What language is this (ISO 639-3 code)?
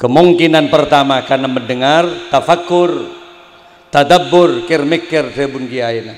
mad